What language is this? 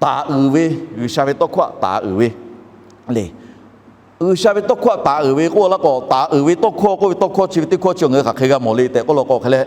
Lahu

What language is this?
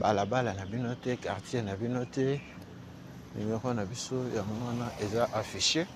Lingala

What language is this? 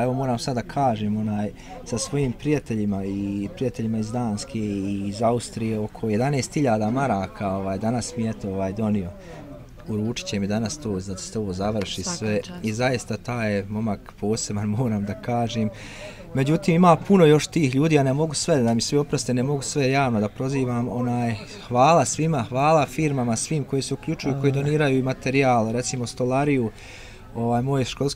Bosnian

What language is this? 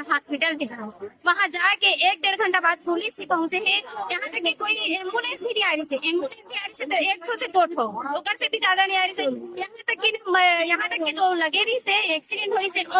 Chhattisgarhi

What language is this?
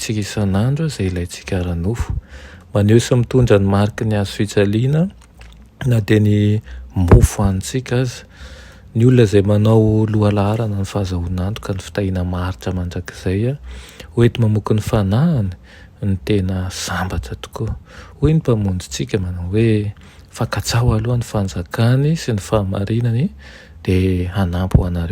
Malagasy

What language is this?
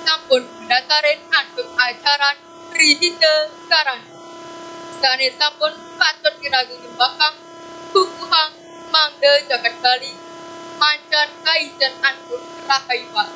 Balinese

